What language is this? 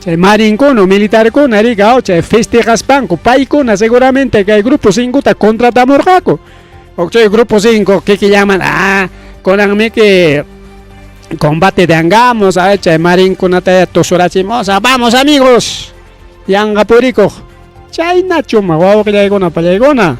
Ayacucho Quechua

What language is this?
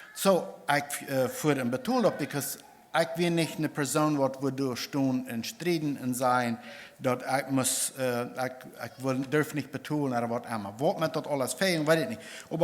Plautdietsch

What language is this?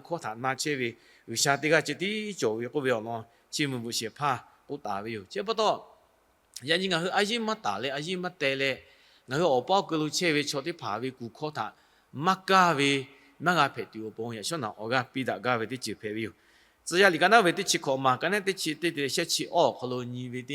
Lahu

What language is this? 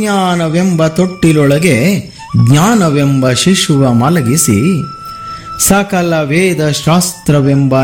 Kannada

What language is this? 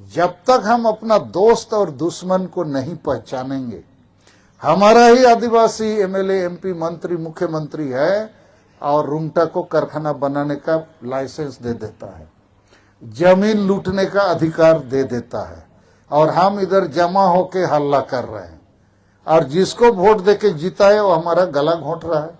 Santali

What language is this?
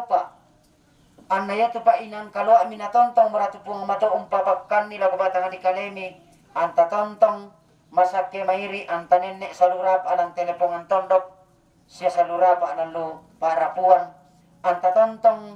Toraja-Sa'dan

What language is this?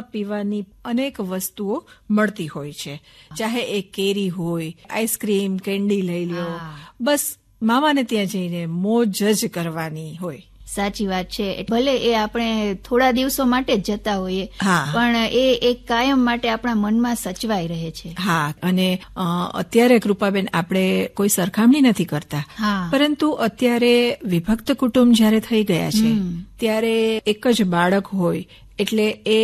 Gujarati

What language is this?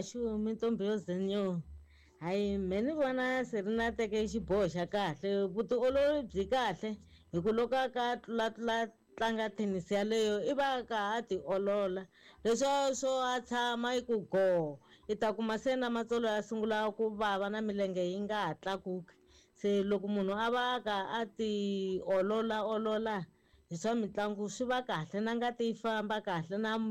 Tsonga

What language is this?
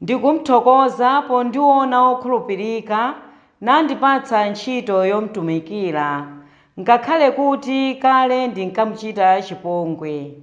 Nyanja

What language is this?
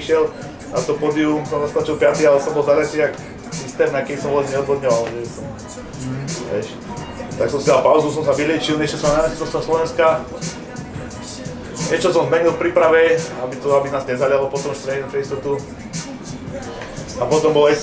Slovak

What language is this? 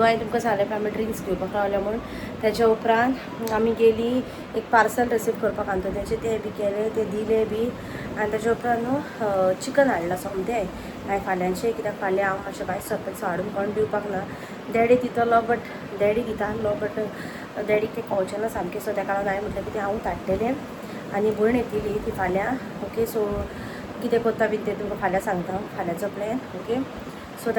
Konkani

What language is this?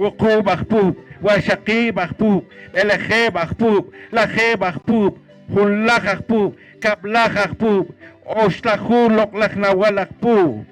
Poqomchi'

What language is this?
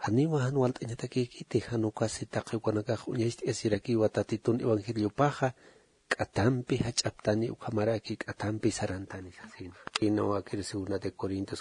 Aymara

